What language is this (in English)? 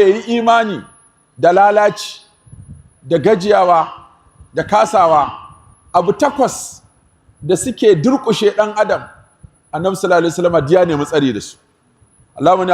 Hausa